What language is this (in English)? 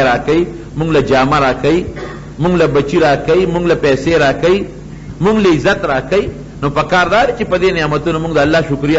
Pashto